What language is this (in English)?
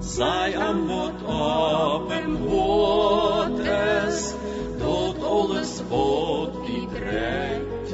Plautdietsch